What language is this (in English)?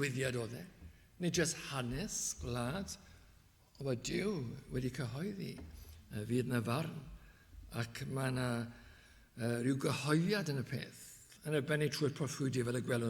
Welsh